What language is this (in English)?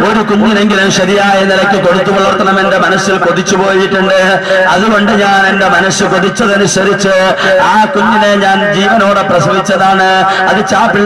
Malayalam